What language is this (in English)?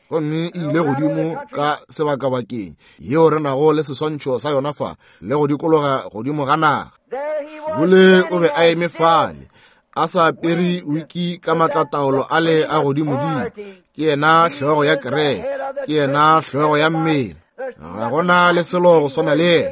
Northern Sotho